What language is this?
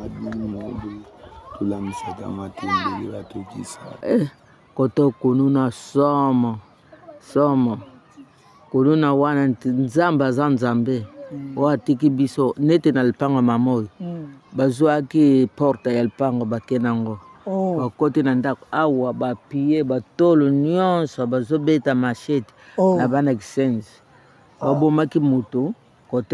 Lingala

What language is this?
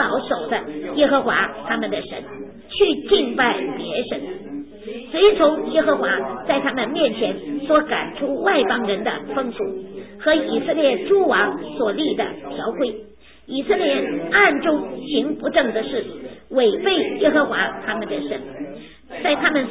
Chinese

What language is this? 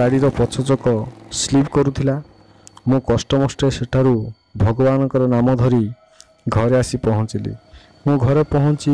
Odia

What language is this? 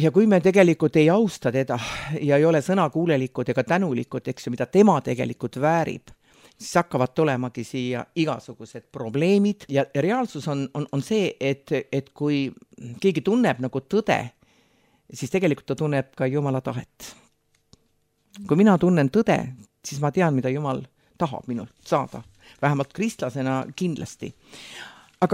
Estonian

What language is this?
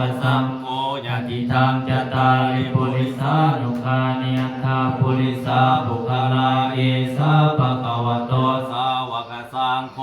Pali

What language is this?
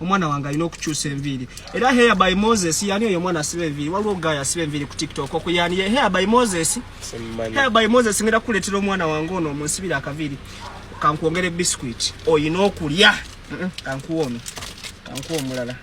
Ganda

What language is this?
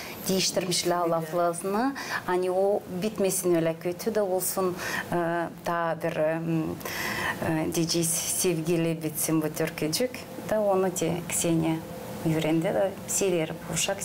Gagauz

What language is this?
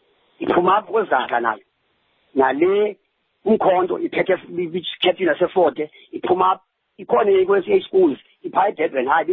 Xhosa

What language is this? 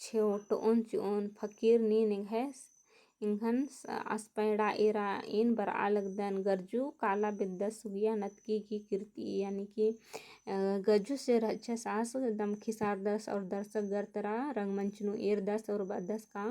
Kurukh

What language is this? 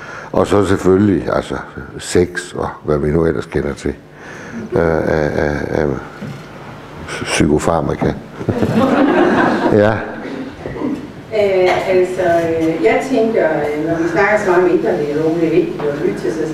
Danish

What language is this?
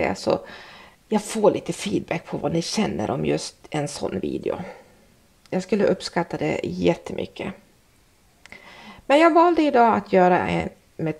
Swedish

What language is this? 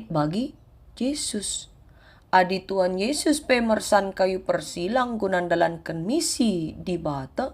Batak Karo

